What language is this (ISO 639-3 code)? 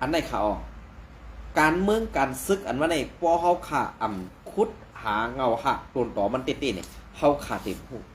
shn